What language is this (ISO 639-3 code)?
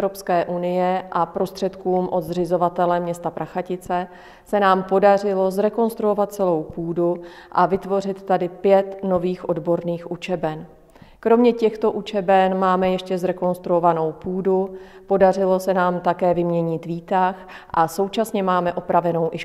ces